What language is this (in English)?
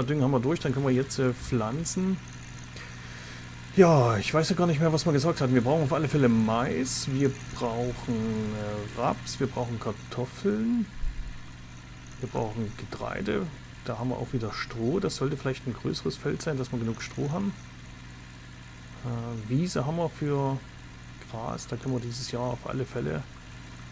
German